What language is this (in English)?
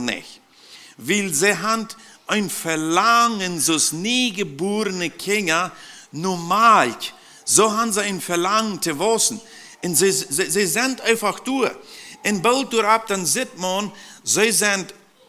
Plautdietsch